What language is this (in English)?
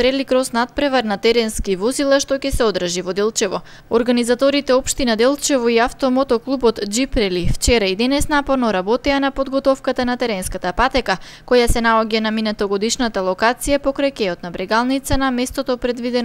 Macedonian